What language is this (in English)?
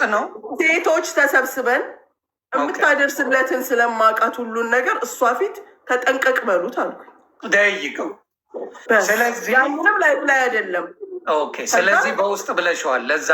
Amharic